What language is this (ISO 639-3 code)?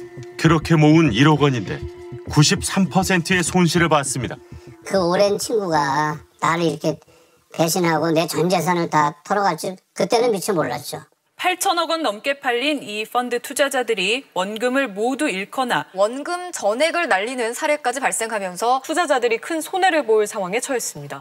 kor